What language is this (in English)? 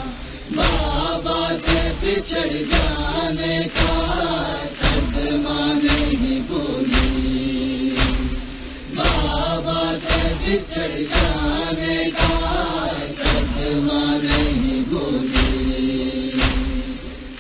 Urdu